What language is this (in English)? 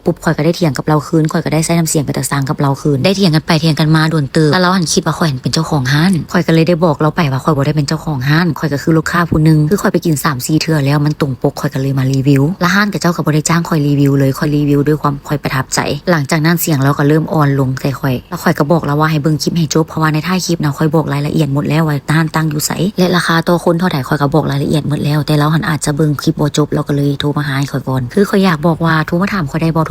Lao